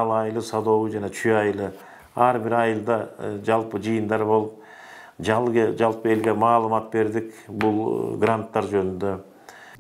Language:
Kyrgyz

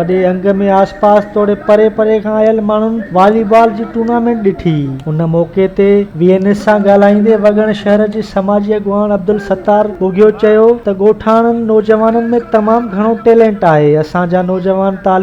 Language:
Sindhi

